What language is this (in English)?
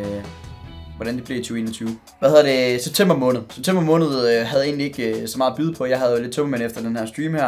Danish